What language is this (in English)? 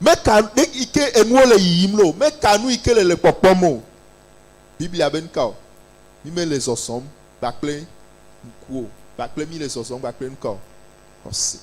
Ewe